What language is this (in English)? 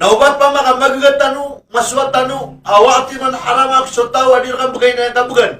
Maranao